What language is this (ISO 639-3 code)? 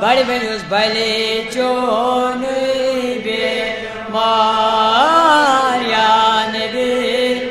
kas